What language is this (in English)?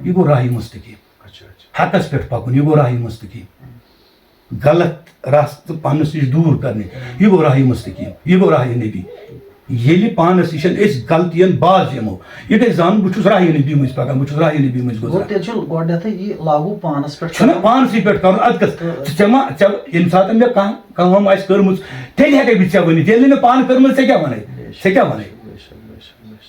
Kashmiri